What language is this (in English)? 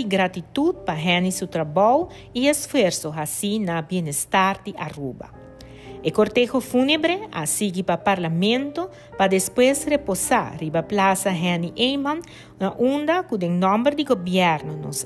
Papiamento